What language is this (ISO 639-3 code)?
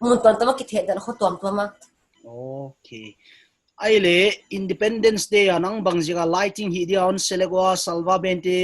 pck